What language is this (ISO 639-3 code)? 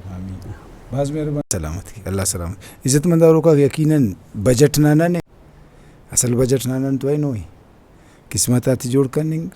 brh